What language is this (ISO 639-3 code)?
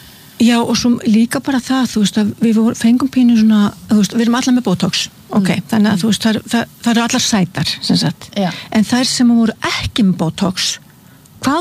isl